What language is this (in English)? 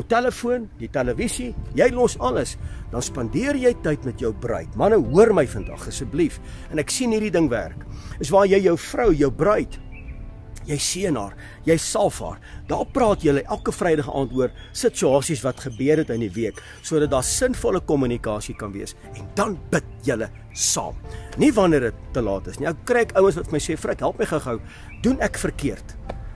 Afrikaans